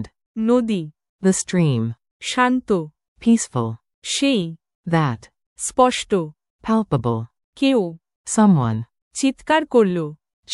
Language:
Bangla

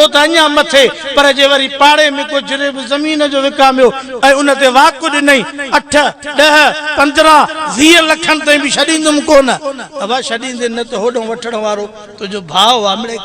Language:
Sindhi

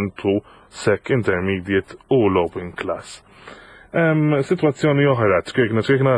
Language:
Maltese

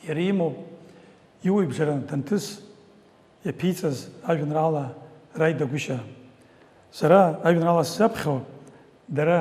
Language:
Abkhazian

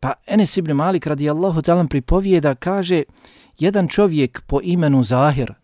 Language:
Bosnian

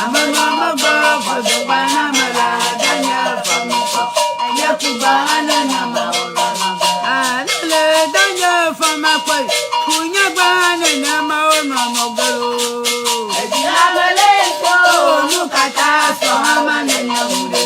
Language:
Ewe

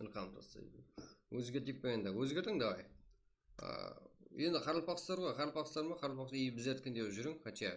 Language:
Kara-Kalpak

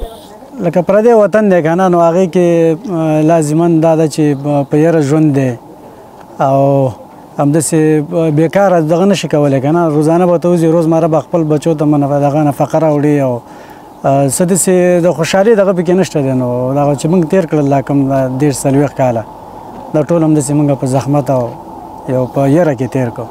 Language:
Pashto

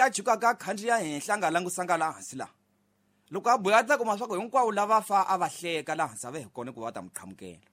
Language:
Tsonga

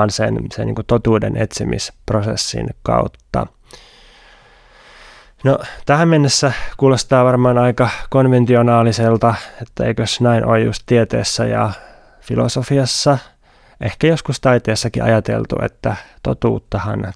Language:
Finnish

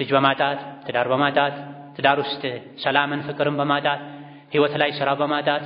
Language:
Amharic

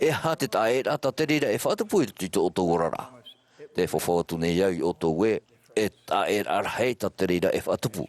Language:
Tahitian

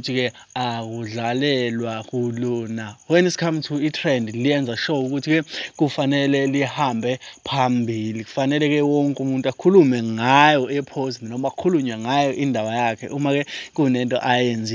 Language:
Zulu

